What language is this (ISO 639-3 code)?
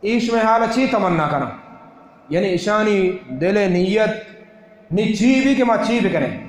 bal